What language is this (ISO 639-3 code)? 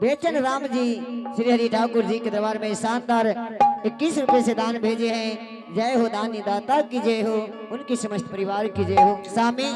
anp